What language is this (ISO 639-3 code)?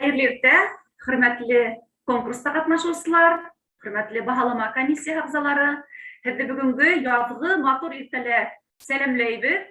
bak